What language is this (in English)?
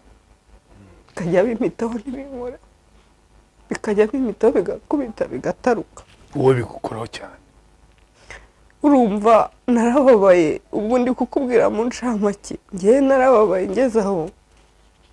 Kinyarwanda